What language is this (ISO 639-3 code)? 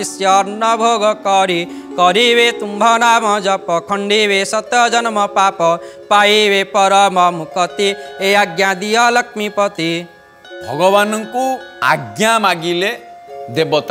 ori